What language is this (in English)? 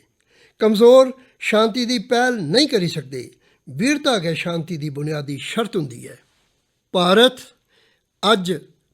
Dogri